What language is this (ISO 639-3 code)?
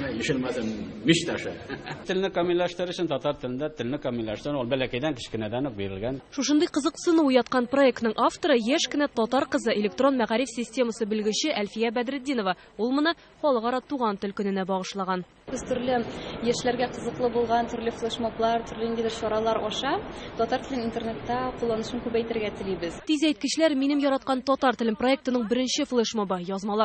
tat